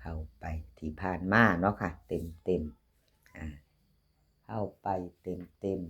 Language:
Northeastern Thai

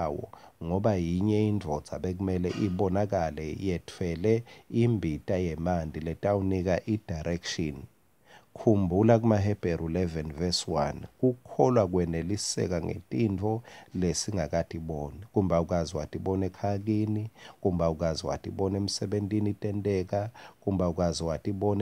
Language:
Swati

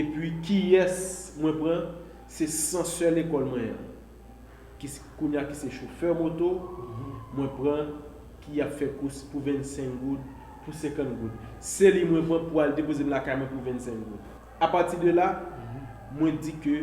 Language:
Haitian Creole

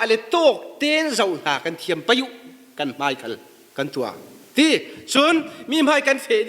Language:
Falam Chin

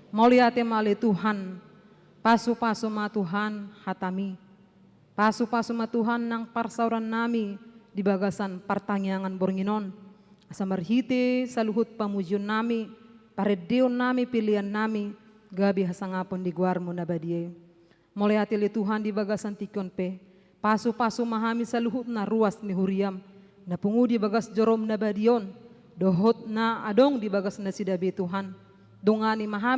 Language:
Batak Toba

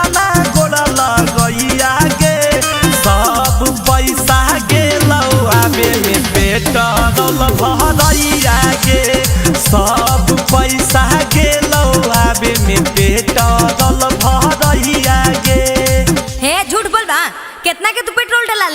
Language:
Magahi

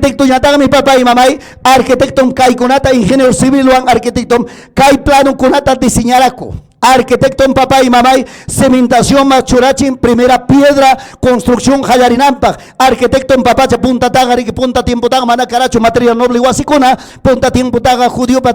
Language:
Ayacucho Quechua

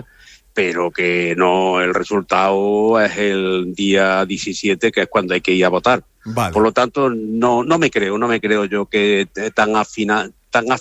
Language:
Spanish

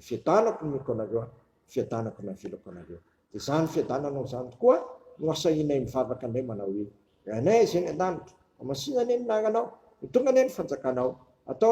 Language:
Malagasy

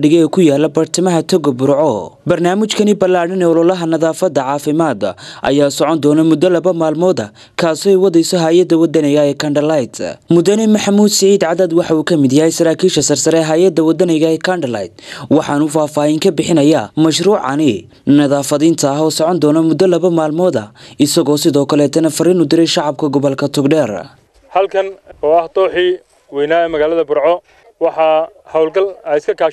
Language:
Somali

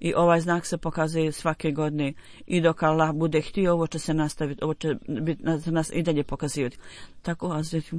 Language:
Bosnian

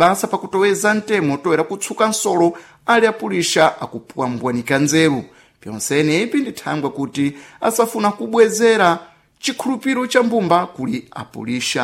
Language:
Sena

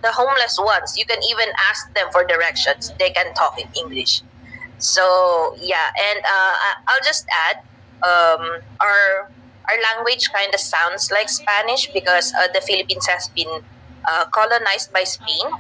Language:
Jamaican Creole English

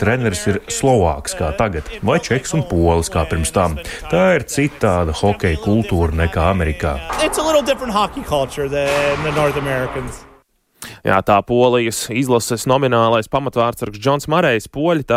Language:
Latvian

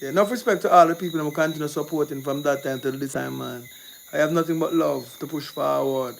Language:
Jamaican Creole English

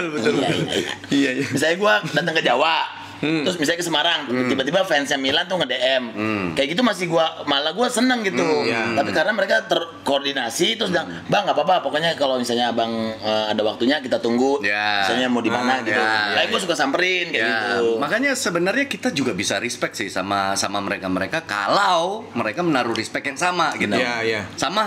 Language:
Indonesian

